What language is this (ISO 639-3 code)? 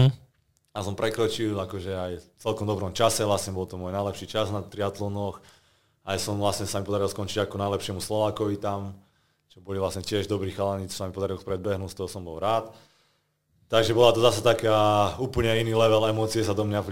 slk